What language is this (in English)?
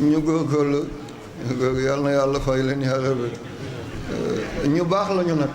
Wolof